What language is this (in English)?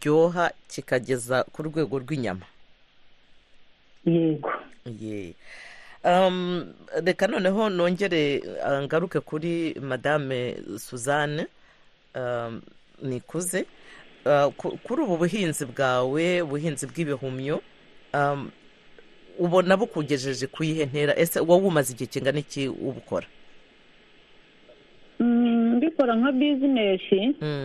Kinyarwanda